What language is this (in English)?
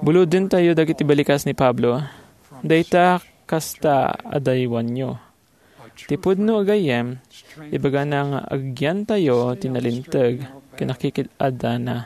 Iloko